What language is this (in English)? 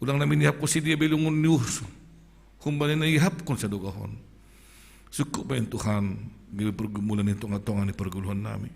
Batak Simalungun